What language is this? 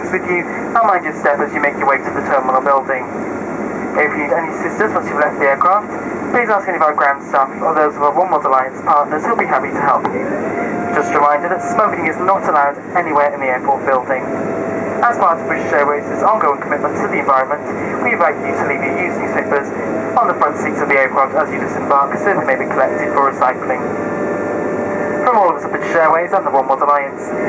English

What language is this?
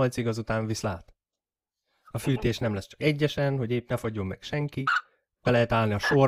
Hungarian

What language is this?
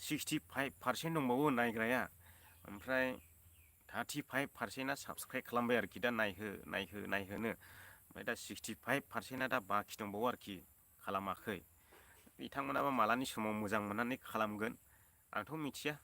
Bodo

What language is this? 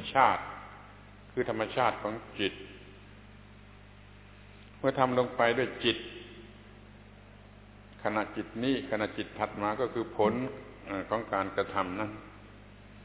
Thai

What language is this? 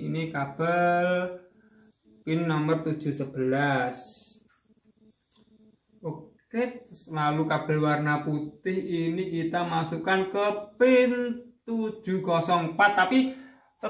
Indonesian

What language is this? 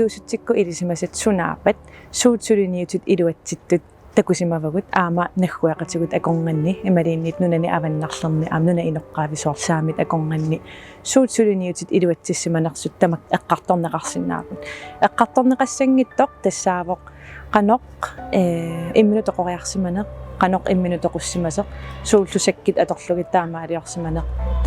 Kalaallisut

